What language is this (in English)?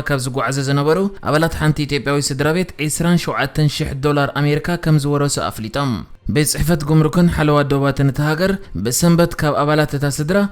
Tigrinya